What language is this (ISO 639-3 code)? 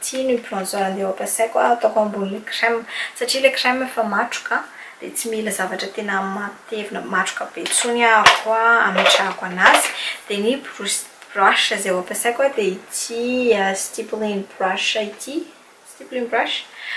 mlg